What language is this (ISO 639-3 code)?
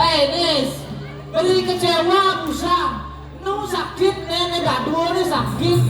ban